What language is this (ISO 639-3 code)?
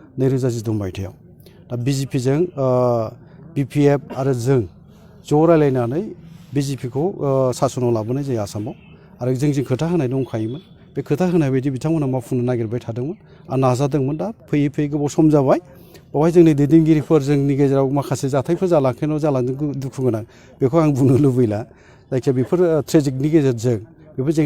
brx